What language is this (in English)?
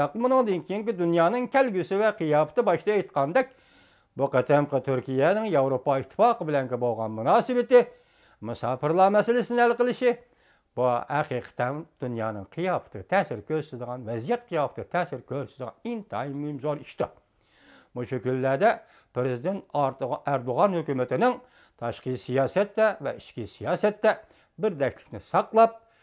Uyghur